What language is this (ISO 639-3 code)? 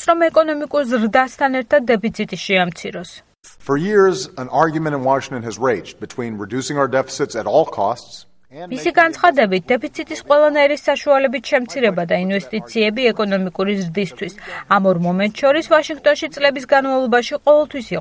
kat